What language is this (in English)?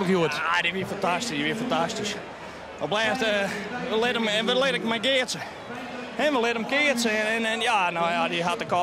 Western Frisian